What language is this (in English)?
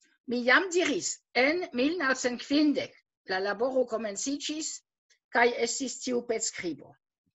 Esperanto